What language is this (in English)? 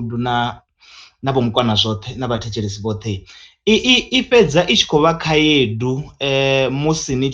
Venda